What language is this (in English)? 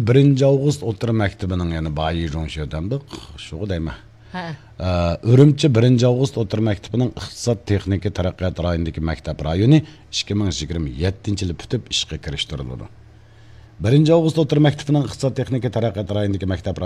Uyghur